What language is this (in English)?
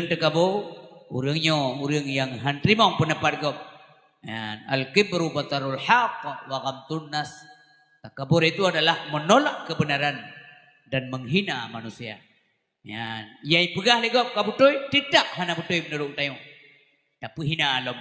Achinese